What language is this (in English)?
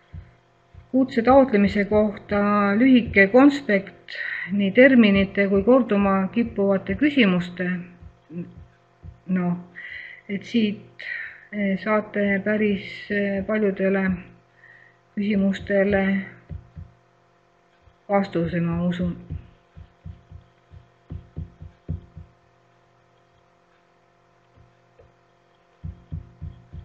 Estonian